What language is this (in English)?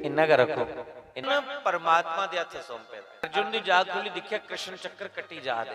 Dogri